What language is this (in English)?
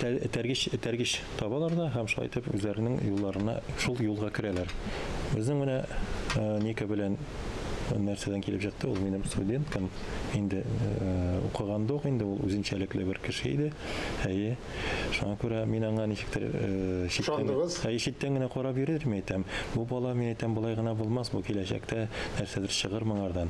Tatar